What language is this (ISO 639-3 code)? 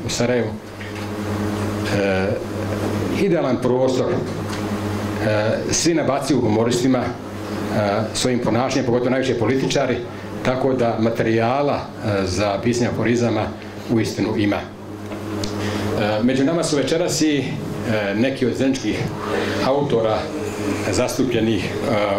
bos